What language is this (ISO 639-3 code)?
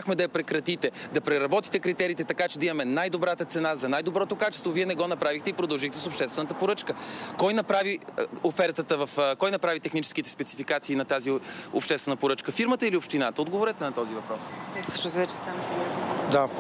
bul